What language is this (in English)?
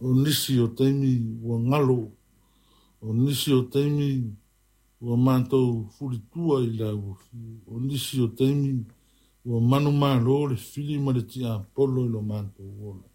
Samoan